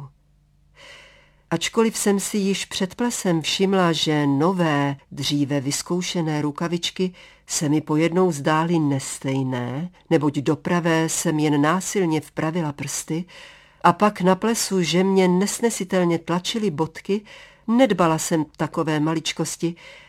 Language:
Czech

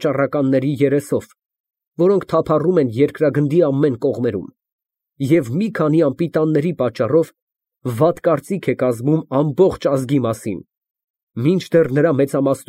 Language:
Armenian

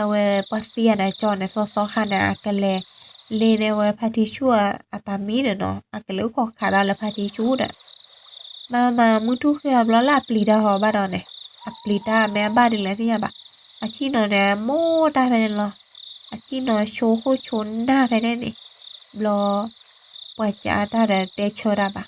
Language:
S'gaw Karen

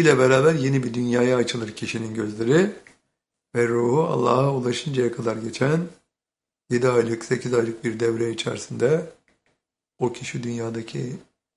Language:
Turkish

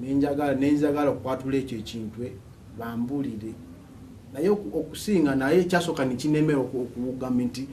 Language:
Ganda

